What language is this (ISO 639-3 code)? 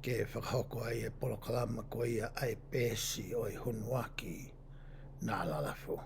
ton